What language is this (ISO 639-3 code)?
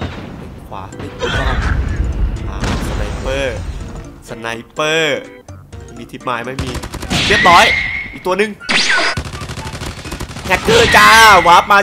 tha